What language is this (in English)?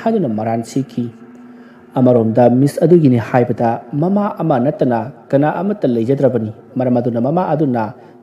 Manipuri